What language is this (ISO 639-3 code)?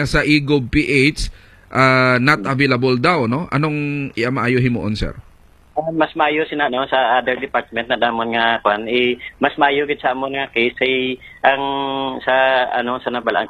hil